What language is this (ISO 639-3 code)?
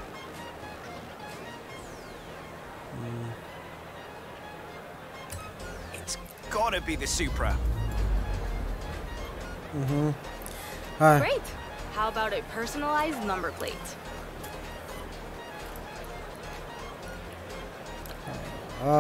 ron